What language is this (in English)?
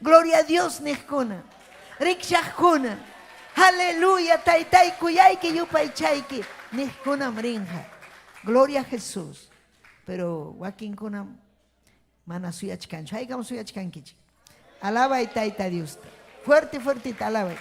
Ayacucho Quechua